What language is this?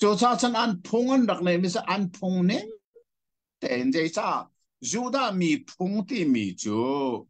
Hakha Chin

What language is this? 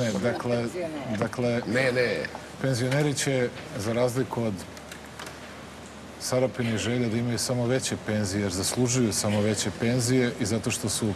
Serbian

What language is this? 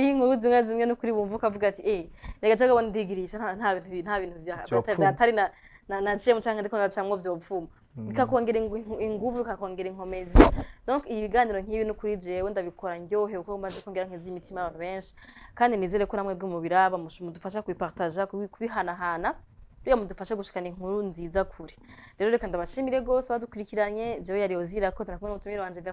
Rundi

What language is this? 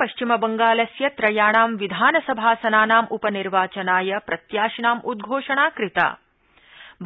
Sanskrit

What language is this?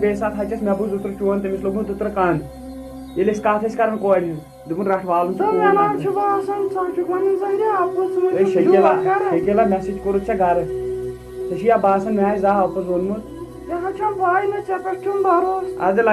Kashmiri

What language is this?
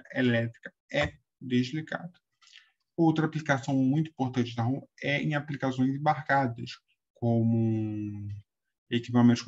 Portuguese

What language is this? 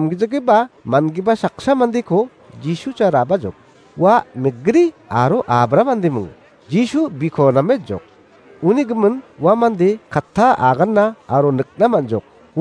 Garo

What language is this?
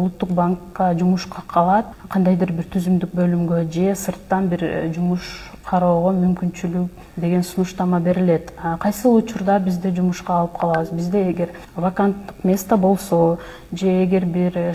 Kyrgyz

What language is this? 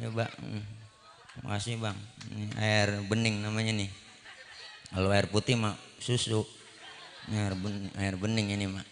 Betawi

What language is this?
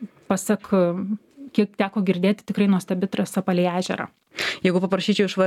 Lithuanian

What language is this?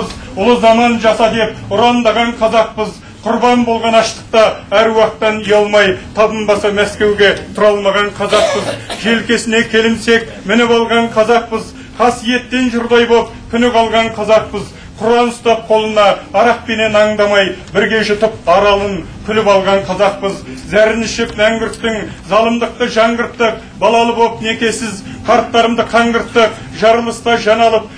Kazakh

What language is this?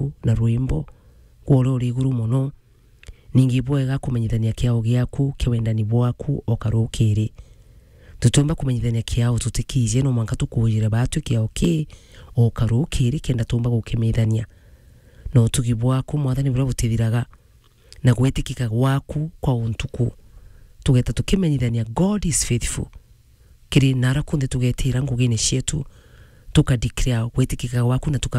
Meru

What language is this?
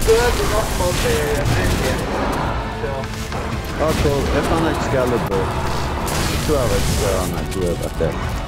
Faroese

